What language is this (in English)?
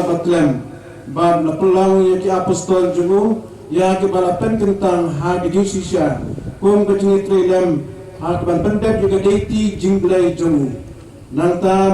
Khasi